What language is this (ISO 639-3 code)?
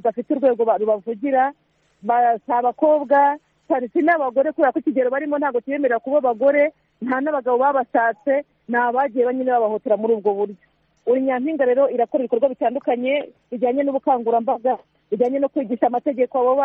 kin